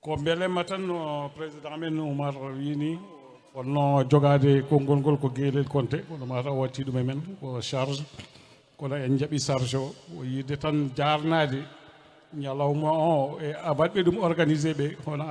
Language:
Fula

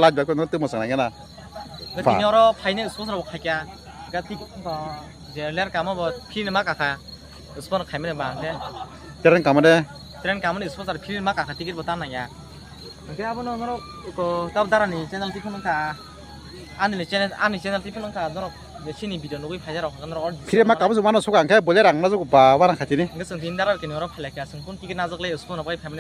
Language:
Kok Borok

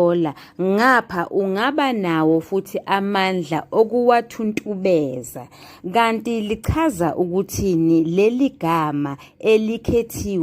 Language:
Zulu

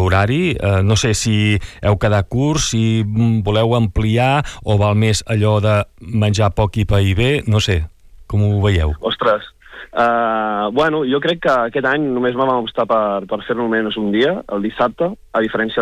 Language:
Catalan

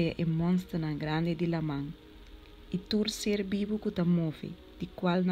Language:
Papiamento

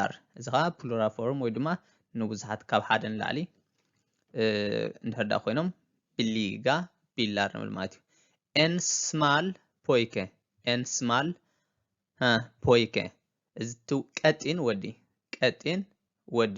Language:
Tigrinya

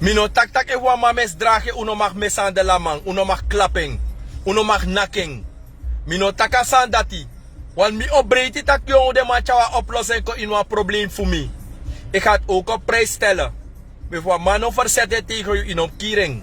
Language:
Sranan Tongo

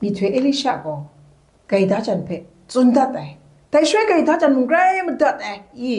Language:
Kachin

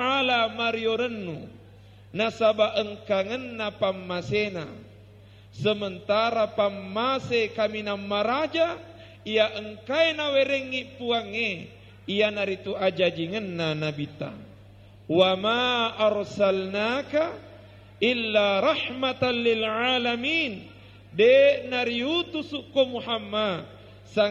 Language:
Buginese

